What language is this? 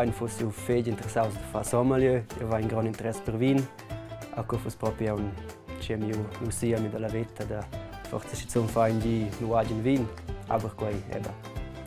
Romansh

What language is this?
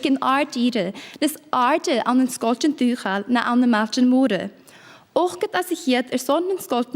Scottish Gaelic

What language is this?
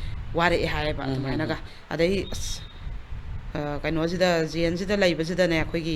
Manipuri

